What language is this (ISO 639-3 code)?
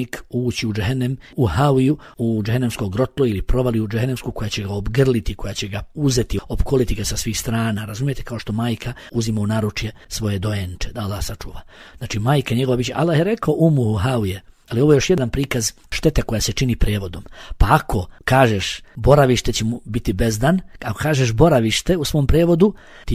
bos